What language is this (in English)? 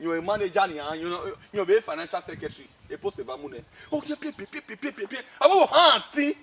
Bini